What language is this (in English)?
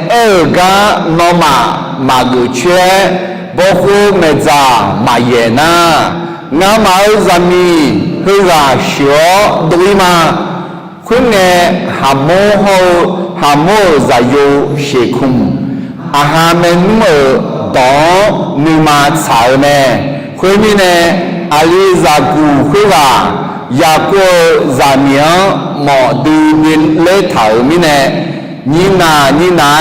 Akha